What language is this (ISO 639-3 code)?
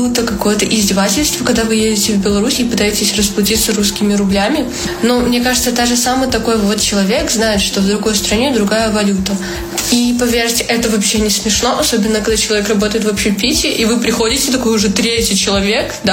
rus